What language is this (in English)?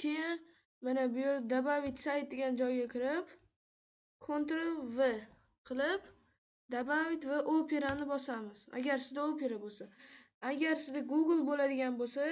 Uzbek